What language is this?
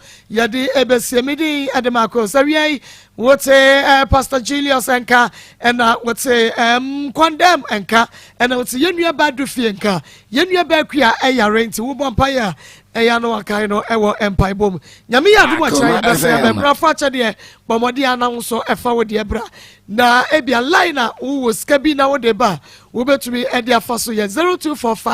Akan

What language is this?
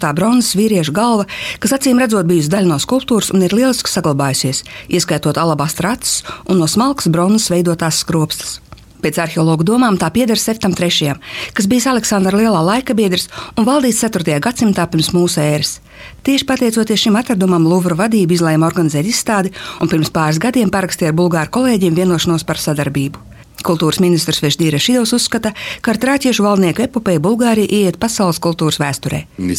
Latvian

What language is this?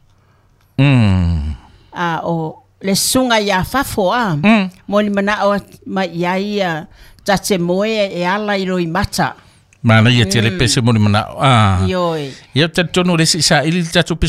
Samoan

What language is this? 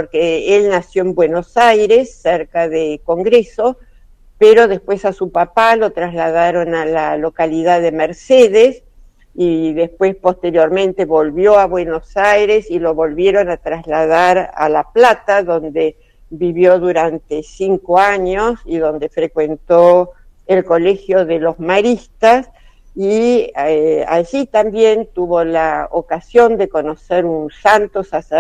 Spanish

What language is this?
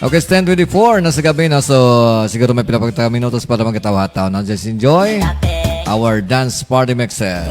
Hiligaynon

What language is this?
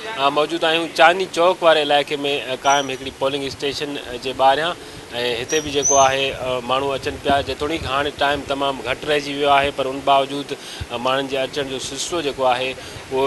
Sindhi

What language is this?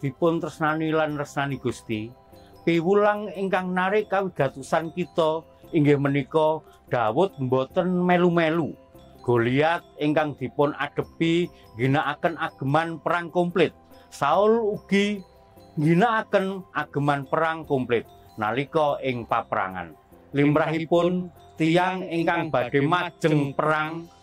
Javanese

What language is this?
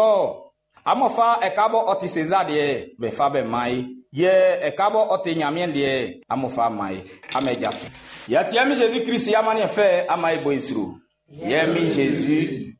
Baoulé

